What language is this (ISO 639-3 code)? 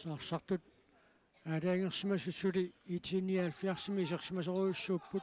kal